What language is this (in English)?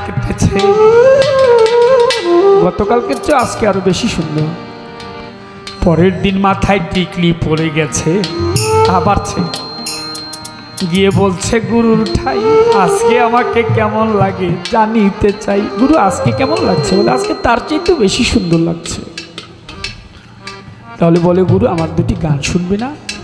Bangla